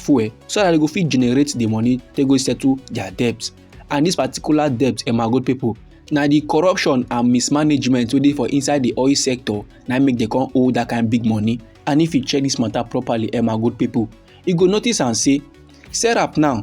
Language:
Nigerian Pidgin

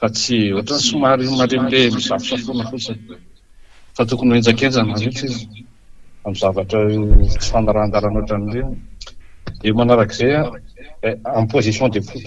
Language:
Malagasy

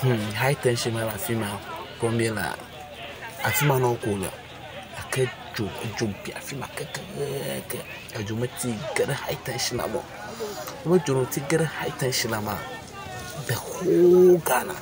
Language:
Ewe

